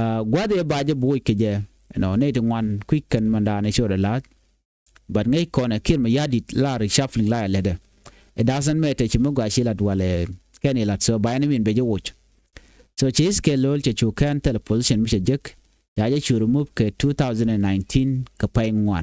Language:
Nuer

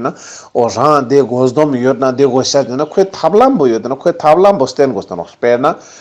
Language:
Ladakhi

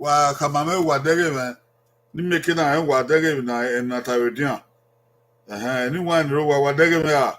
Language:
Bini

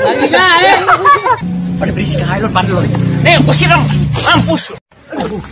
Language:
Betawi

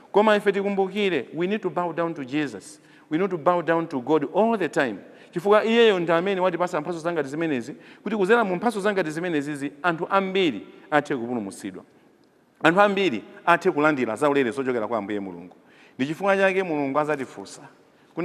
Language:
Nyanja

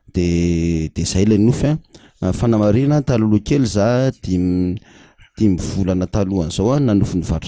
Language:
Malagasy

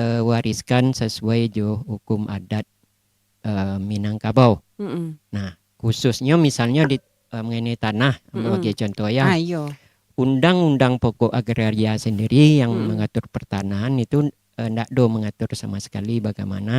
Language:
Minangkabau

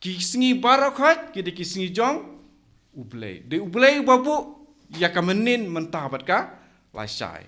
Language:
Khasi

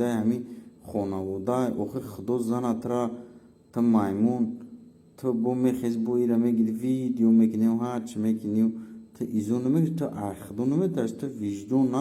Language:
Tajik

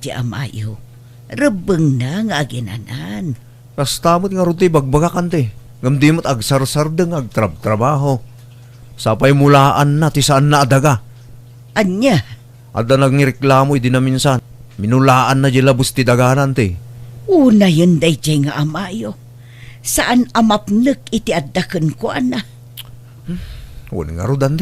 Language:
Iloko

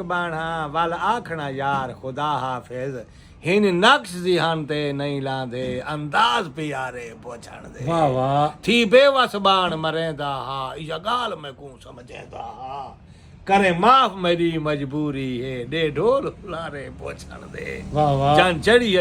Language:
Saraiki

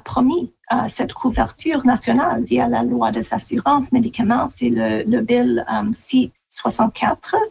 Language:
French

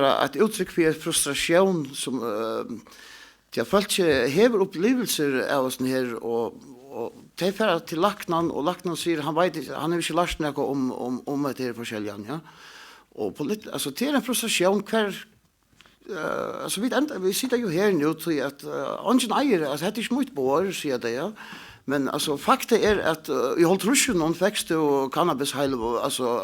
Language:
Faroese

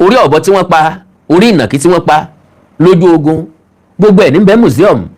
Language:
Yoruba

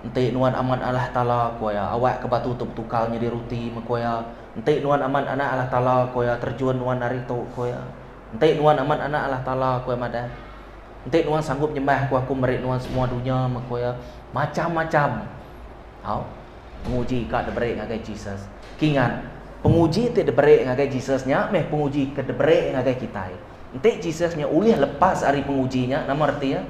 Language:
Iban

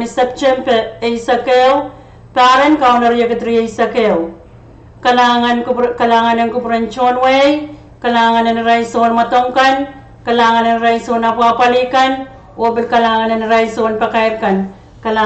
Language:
Pohnpeian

